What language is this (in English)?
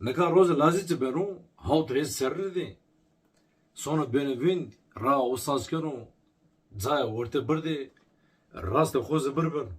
Zaza